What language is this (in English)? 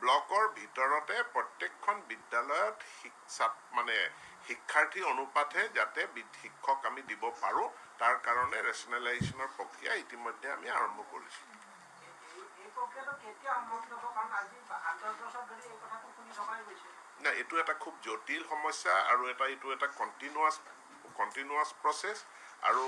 Assamese